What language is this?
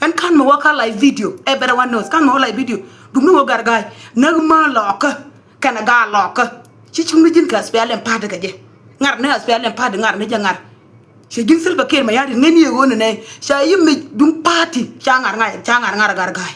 Nuer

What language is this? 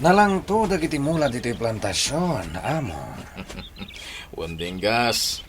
Iloko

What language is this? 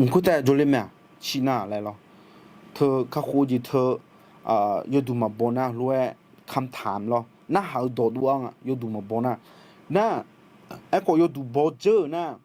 Akha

